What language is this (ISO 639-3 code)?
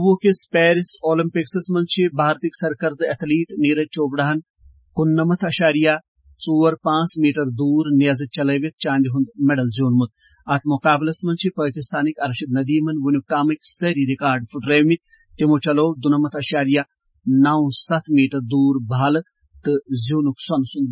kas